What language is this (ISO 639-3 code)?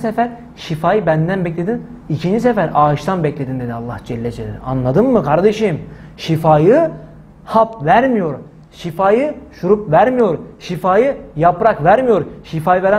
tur